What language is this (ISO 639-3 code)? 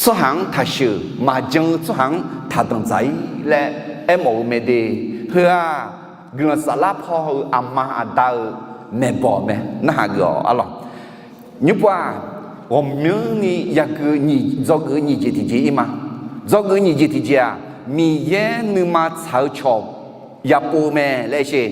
ahk